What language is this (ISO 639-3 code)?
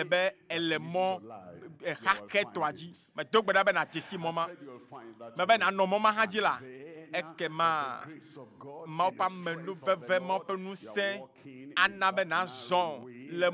ewe